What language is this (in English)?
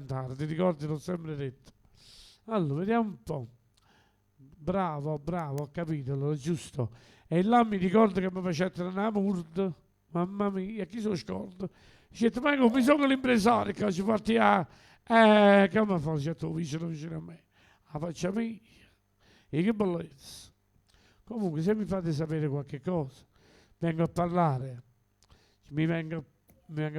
Neapolitan